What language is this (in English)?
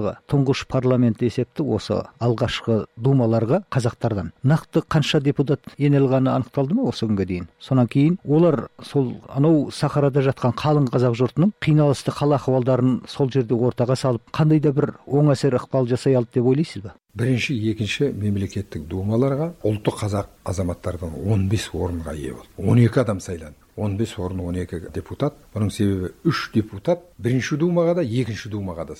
Kazakh